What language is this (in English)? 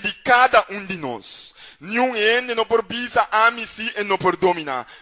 Papiamento